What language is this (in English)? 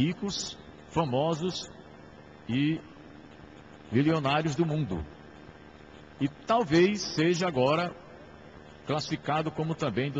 Portuguese